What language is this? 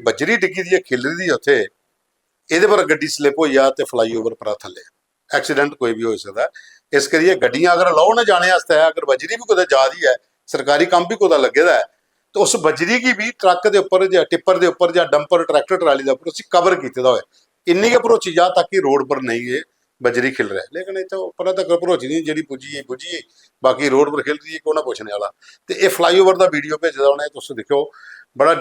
Dogri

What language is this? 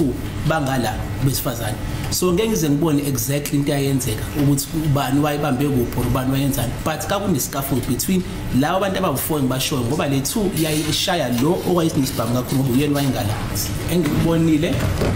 Zulu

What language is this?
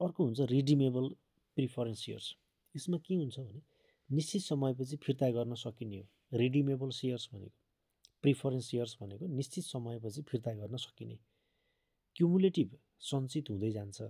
Nepali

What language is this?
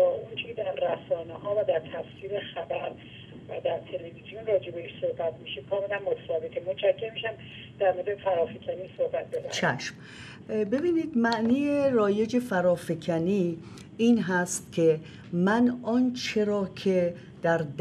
Persian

